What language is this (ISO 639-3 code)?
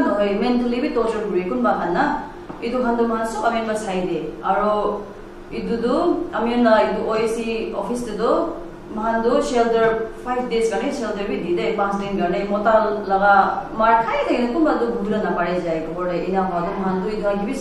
nag